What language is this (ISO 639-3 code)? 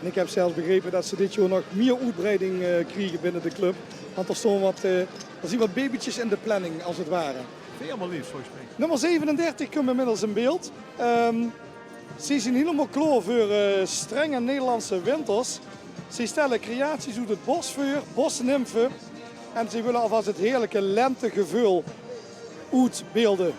lim